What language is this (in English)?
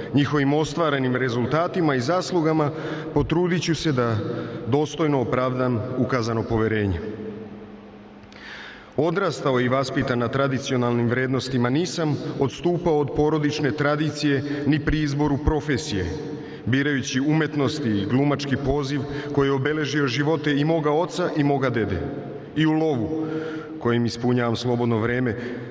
Serbian